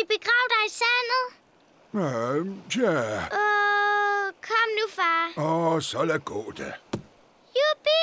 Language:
Danish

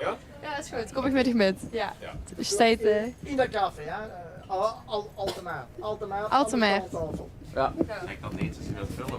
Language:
Limburgish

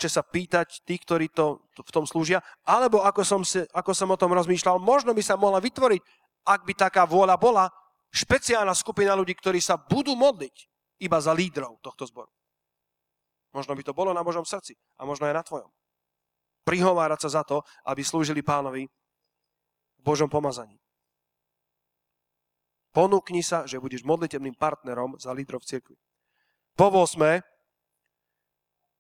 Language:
Slovak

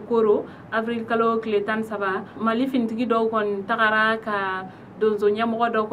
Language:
Bambara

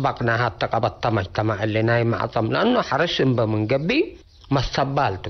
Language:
Tigre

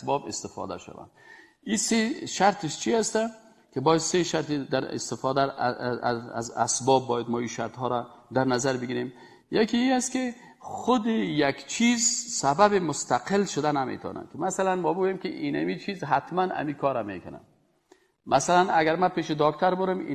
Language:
Persian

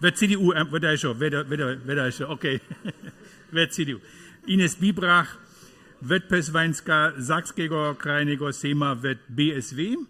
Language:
Upper Sorbian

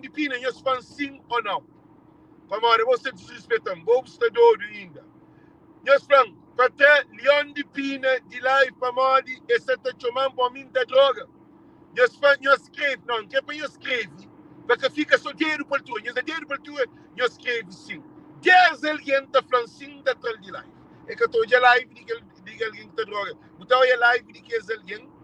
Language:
Kabuverdianu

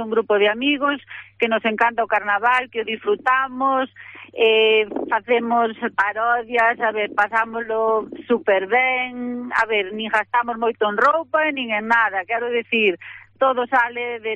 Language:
Galician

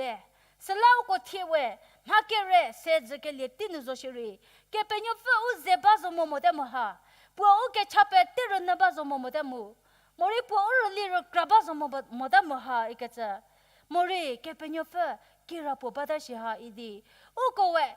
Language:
Angami Naga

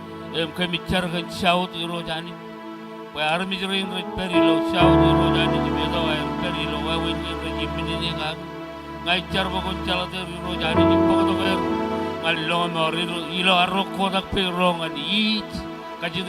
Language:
Marshallese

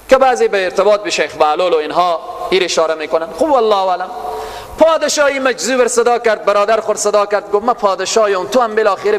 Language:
Persian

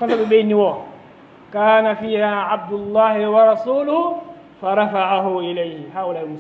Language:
Fula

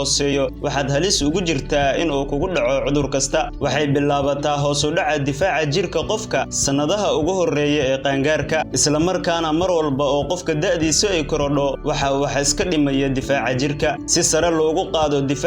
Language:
Somali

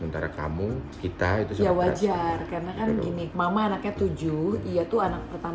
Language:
Indonesian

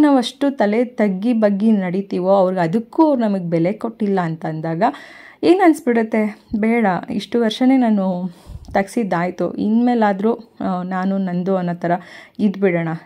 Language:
Kannada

